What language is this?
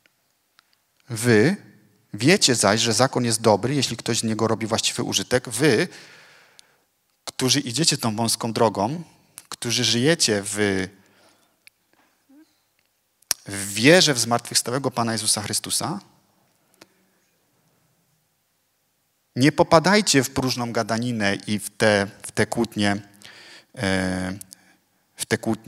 Polish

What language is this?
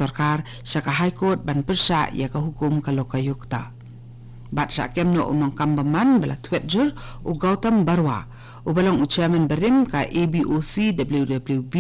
Khasi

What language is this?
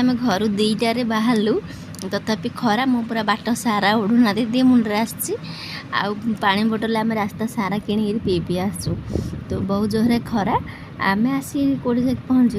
Odia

